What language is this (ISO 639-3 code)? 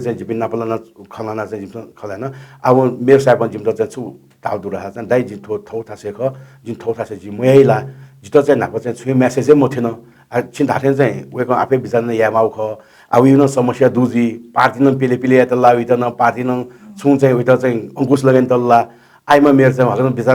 new